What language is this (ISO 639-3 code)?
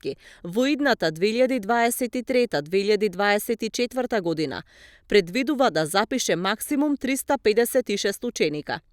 mkd